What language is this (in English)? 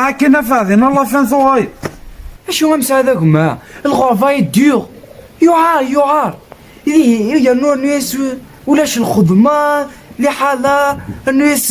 Kabyle